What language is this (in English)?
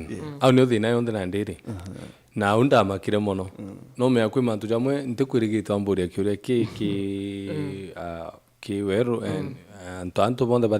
Meru